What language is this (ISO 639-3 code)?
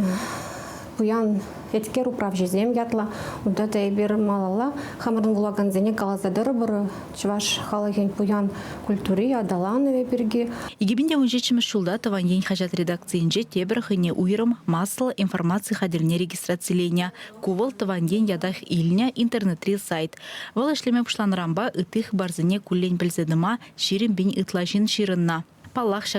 chv